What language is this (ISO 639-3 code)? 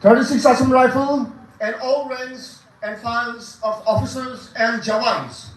nag